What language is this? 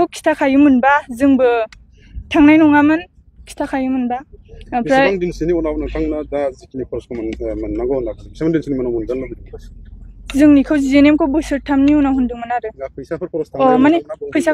Bodo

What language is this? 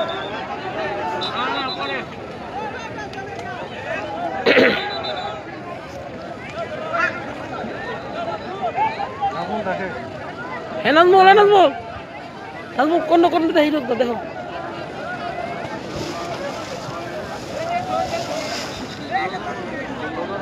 Bangla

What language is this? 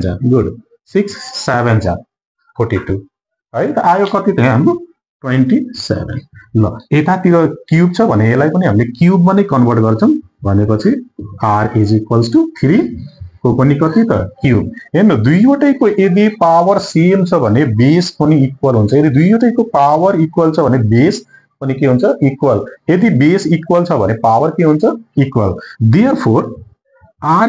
Nepali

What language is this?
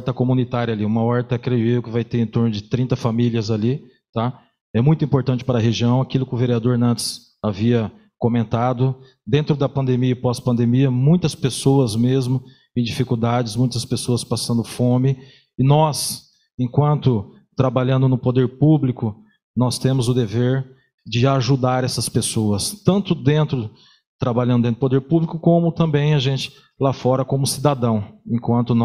Portuguese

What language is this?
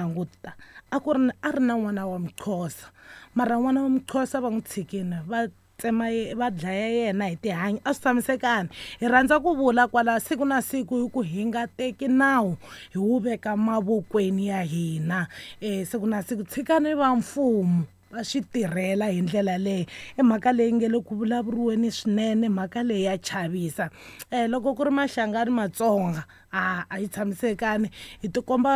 Tsonga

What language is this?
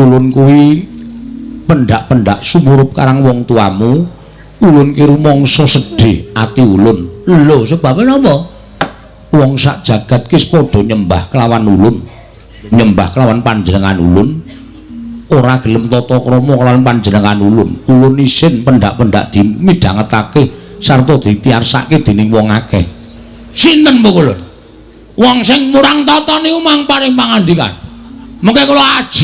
Javanese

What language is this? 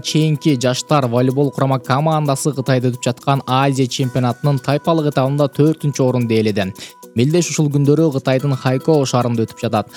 Kyrgyz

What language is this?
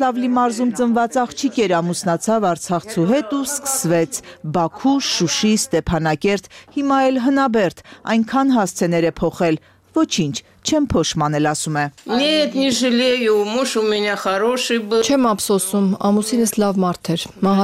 Armenian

